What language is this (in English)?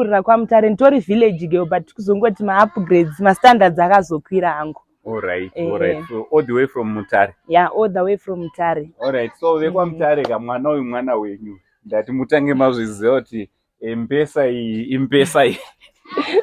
Shona